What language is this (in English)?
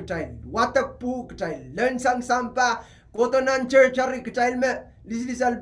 Pohnpeian